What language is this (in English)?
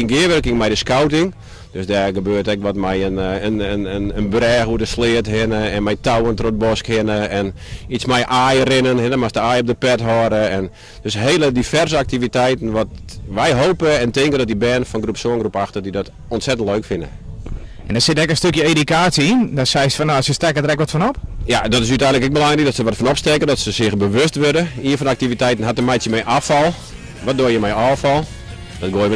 Western Frisian